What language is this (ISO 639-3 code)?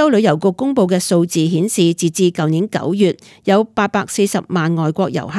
yue